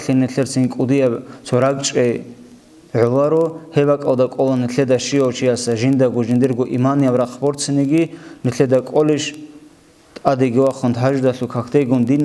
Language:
Avaric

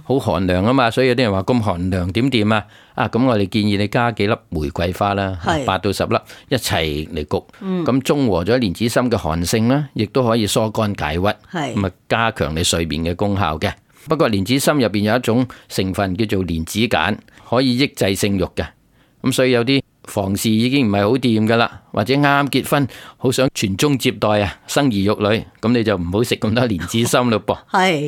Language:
Cantonese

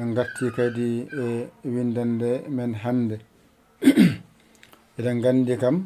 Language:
Fula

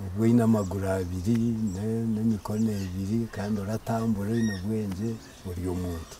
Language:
Nyankole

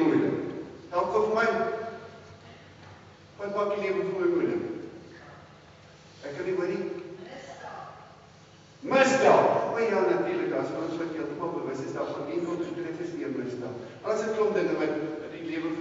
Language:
Afrikaans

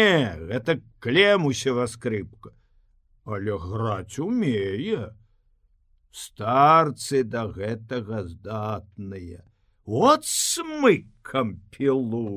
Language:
Belarusian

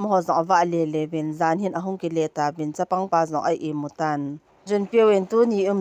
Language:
Thado Chin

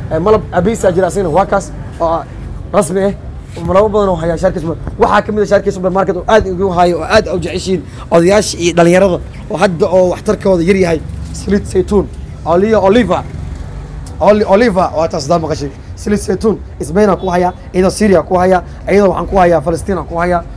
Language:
Somali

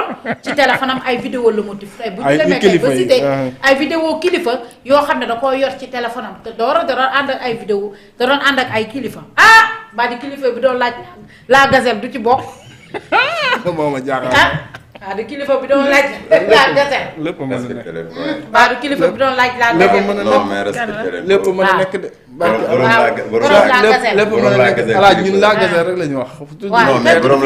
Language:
Wolof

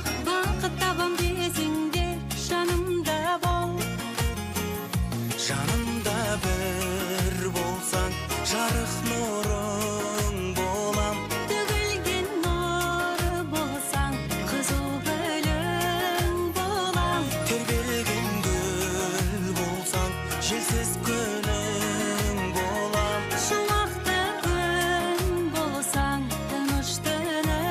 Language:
Kazakh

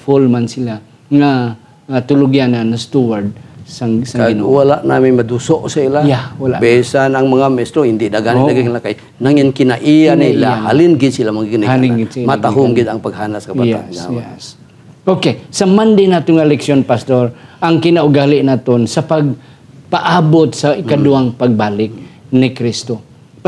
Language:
Hiligaynon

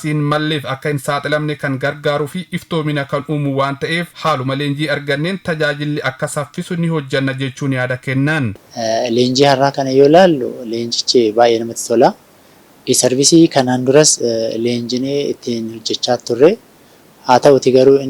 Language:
Oromo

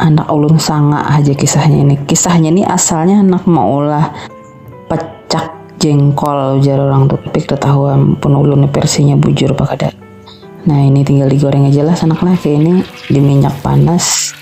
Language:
Banjar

